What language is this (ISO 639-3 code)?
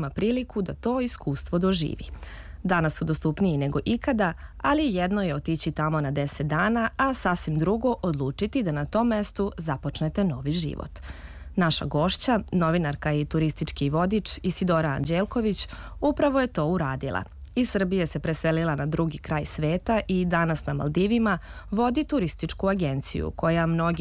srp